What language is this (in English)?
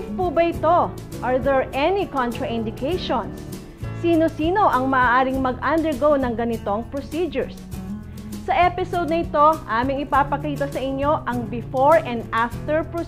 Filipino